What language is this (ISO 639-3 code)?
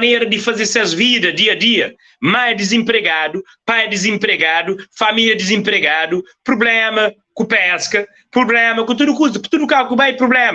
kea